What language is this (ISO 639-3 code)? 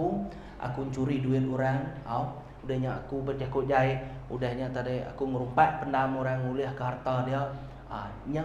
iba